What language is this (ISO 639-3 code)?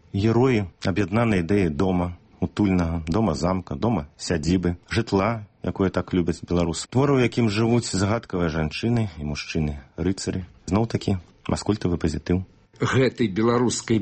bel